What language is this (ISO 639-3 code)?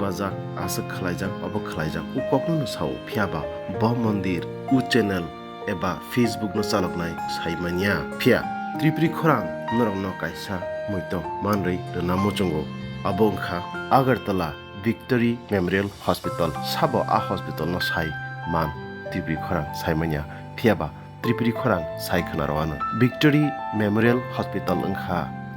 trp